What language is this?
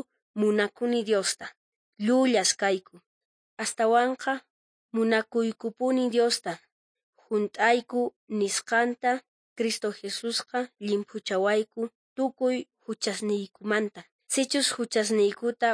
South Bolivian Quechua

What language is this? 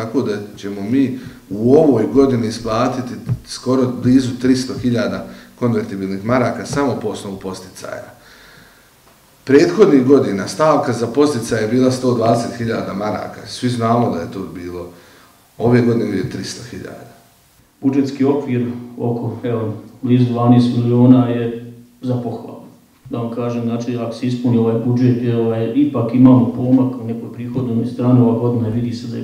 Bosnian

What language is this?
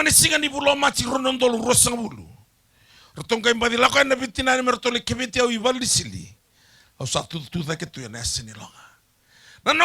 Fijian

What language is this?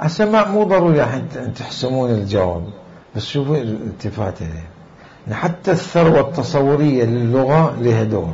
Mesopotamian Arabic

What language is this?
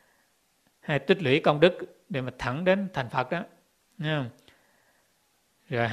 Vietnamese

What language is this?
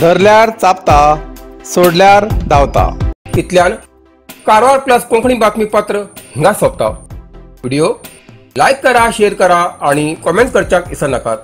Konkani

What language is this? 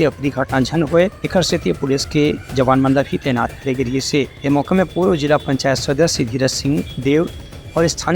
Chhattisgarhi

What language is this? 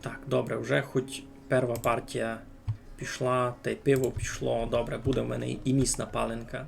Rusyn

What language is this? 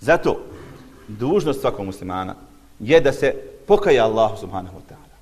Bosnian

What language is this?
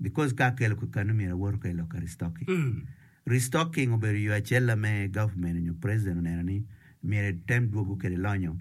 Acoli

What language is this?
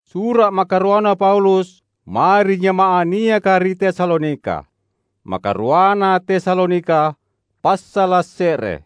Makasar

